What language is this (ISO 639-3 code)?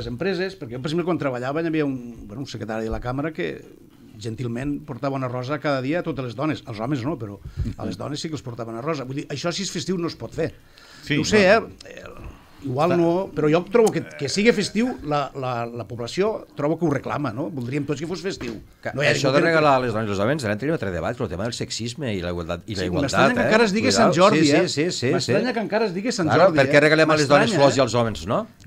cat